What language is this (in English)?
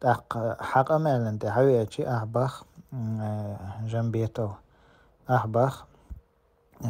Chechen